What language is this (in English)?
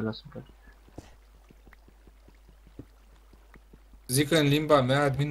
Romanian